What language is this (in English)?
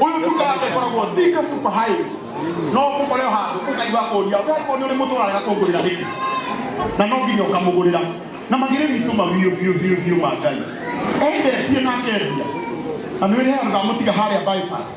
Kikuyu